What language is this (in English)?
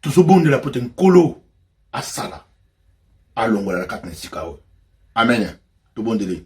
Lingala